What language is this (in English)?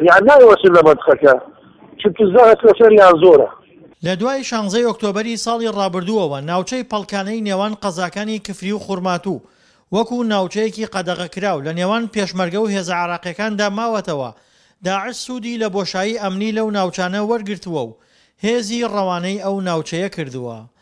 Central Kurdish